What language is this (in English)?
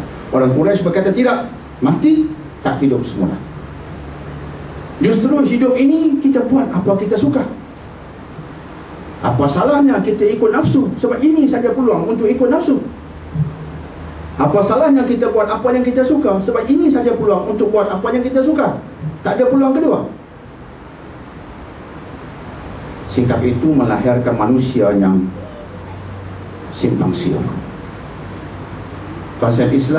Malay